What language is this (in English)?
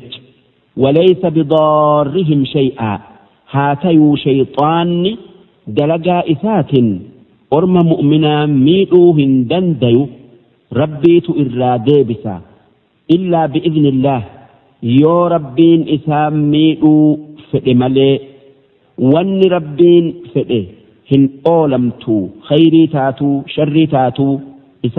Oromo